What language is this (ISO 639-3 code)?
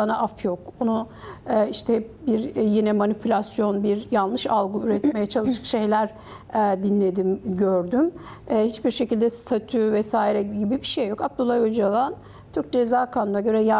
tur